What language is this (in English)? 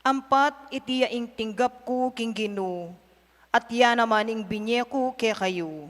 Pampanga